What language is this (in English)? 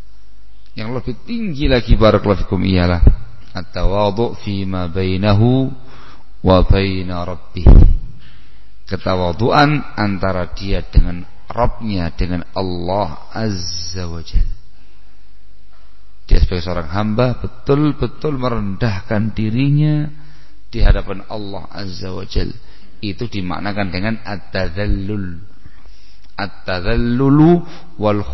Indonesian